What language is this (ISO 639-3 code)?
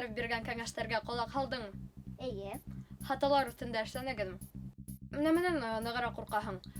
bak